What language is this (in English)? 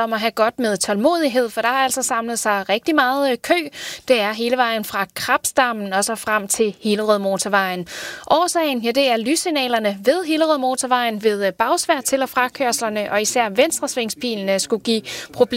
Danish